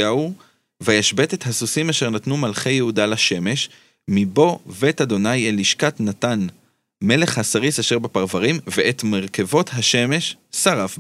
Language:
Hebrew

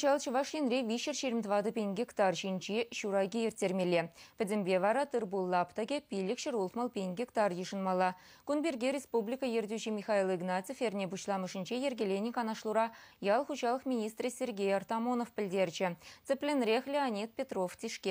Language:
Chuvash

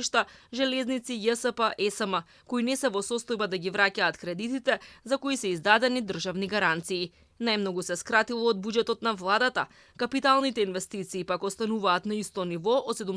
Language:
Macedonian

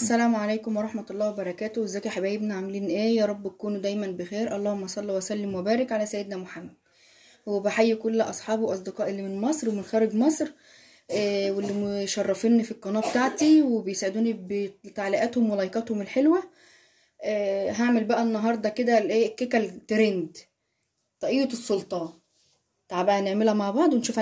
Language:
Egyptian Arabic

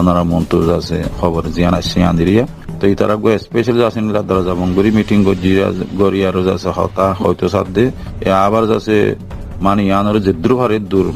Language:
Rohingya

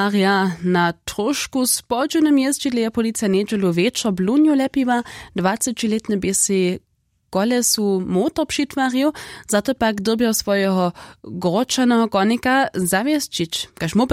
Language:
Upper Sorbian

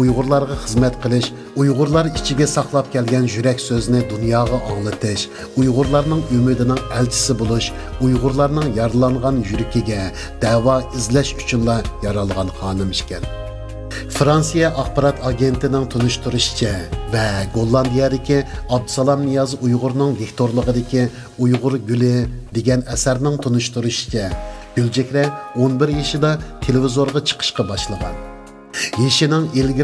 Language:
Uyghur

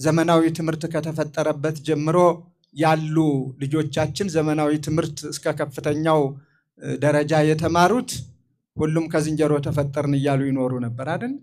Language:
Amharic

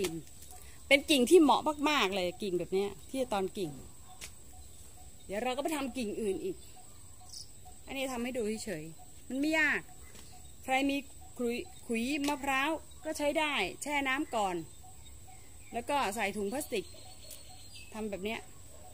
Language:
Thai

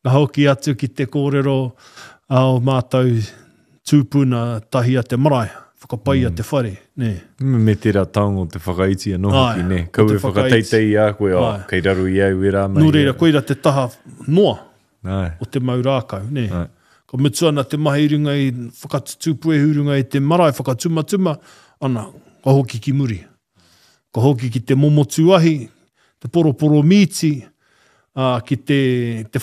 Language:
Māori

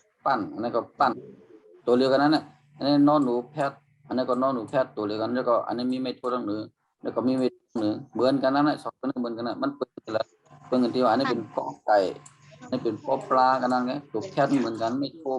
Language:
Shan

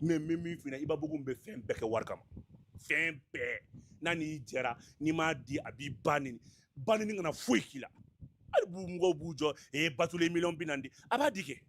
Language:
Bambara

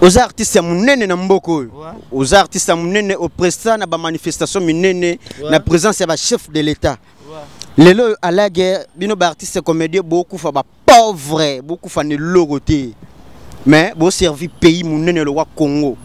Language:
Lingala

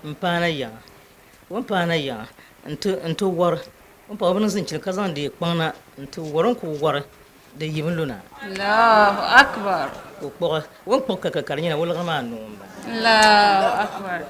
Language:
Dagbani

